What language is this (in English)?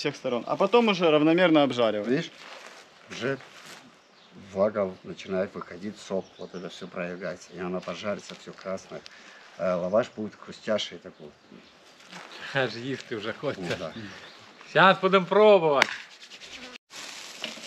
Russian